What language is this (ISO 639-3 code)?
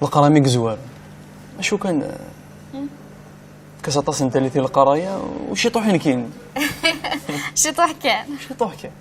kab